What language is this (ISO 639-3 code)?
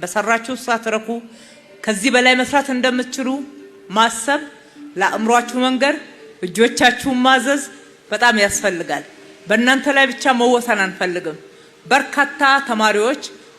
amh